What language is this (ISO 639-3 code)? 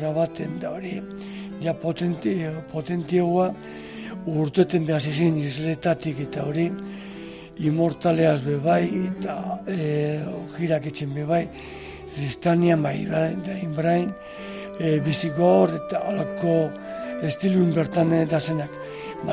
eus